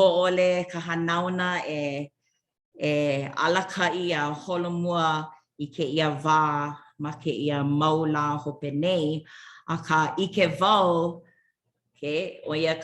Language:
Hawaiian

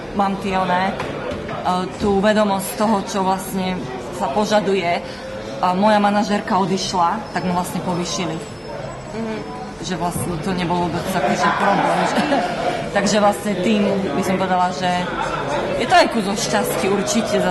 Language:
Slovak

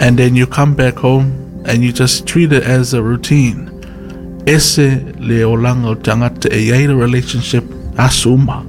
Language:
Samoan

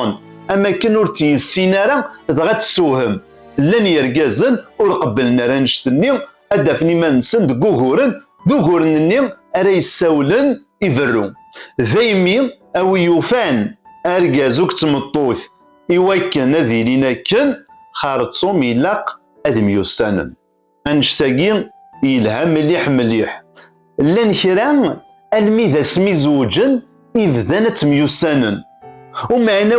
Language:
Kabyle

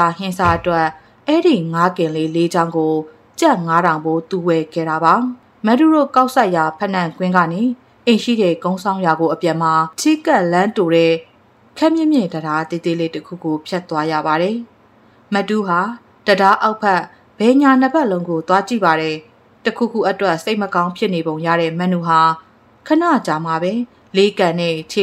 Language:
Burmese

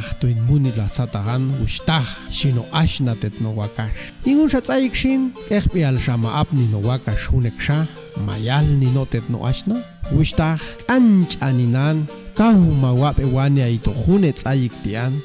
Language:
Popti'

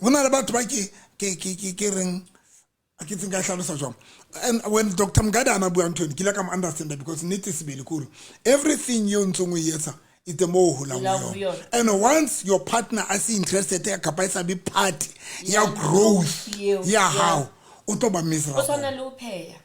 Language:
Southern Sotho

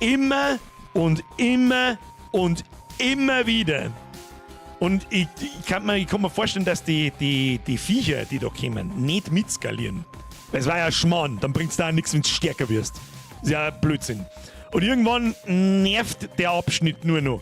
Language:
Bavarian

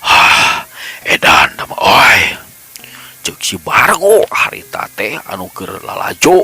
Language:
Sundanese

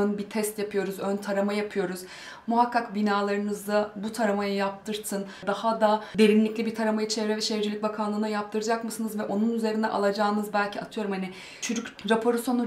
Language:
Turkish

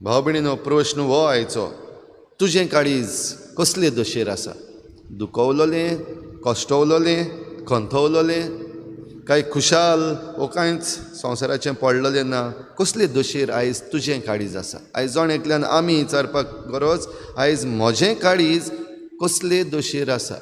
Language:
Konkani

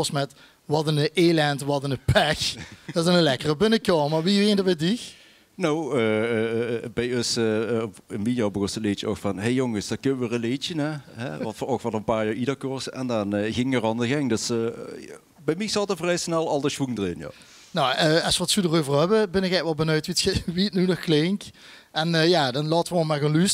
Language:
Limburgish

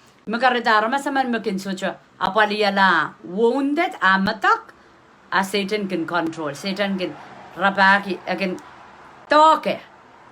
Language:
Pohnpeian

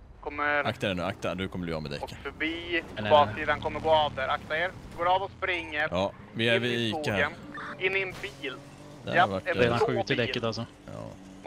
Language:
Swedish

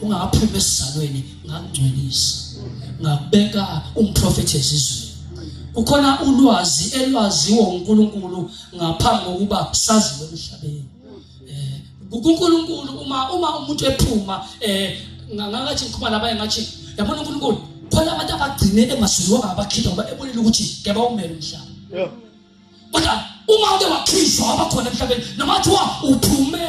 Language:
Zulu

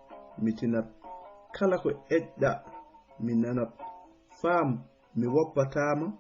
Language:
Fula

